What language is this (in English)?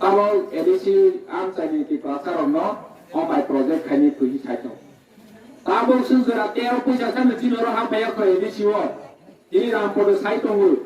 Kok Borok